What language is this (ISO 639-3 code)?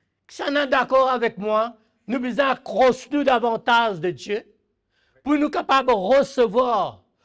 mfe